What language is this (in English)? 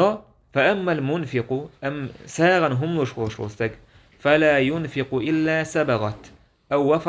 Chechen